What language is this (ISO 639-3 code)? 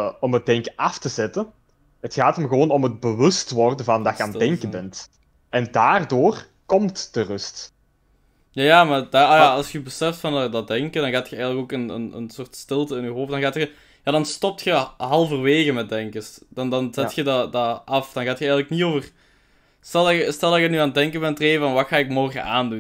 nld